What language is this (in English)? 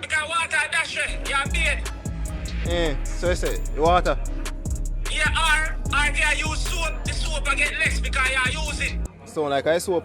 Jamaican Creole English